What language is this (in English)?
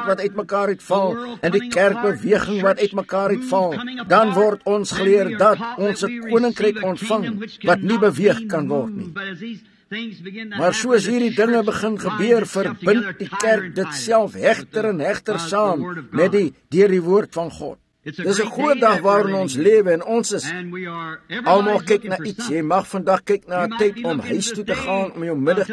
Afrikaans